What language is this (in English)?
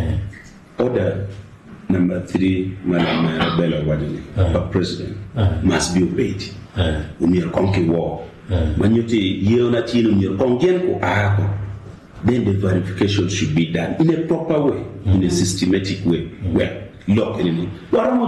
Acoli